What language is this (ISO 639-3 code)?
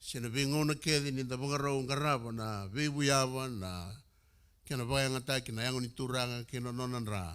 fij